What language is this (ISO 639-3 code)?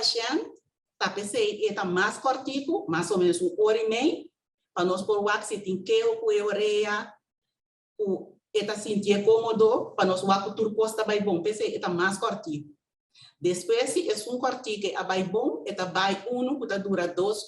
pap